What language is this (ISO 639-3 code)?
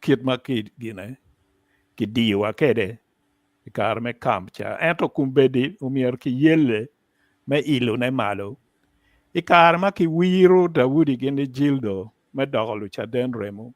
ach